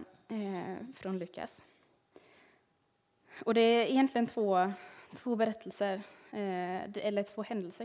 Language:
Swedish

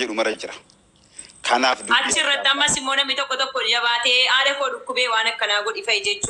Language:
Oromo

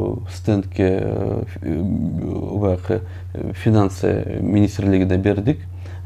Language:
Kyrgyz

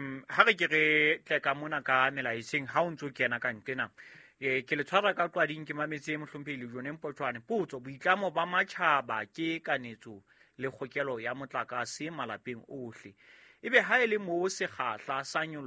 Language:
Southern Sotho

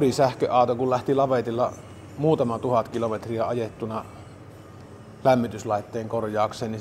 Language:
Finnish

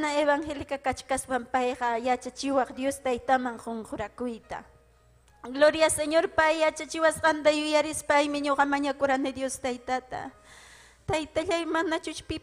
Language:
Ayacucho Quechua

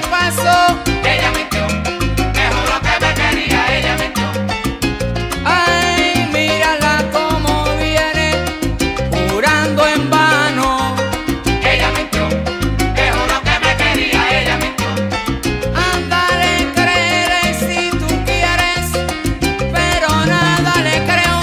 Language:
Spanish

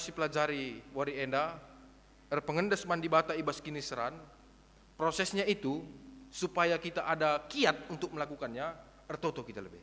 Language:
Batak Karo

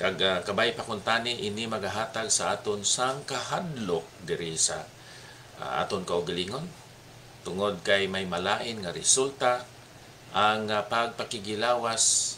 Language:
Hiligaynon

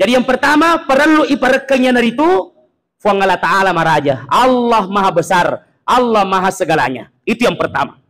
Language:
Buginese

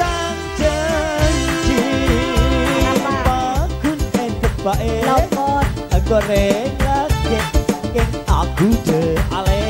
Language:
Madurese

